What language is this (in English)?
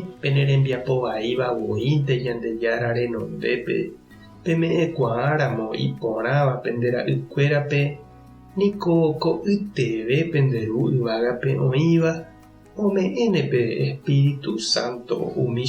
Guarani